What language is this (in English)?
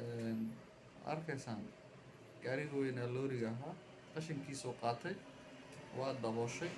Somali